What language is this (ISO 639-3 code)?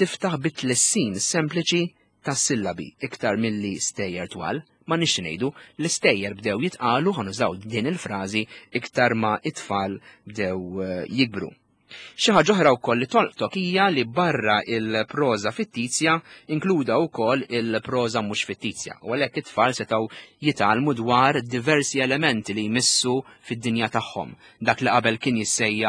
mlt